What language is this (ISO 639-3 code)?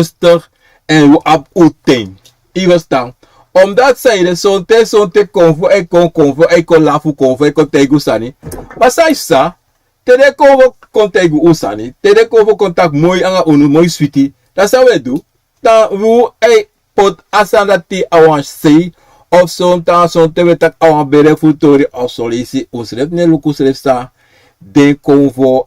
srn